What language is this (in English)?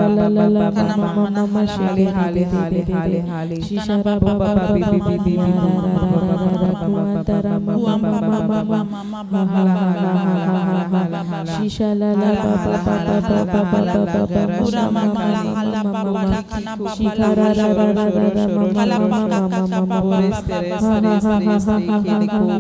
Tem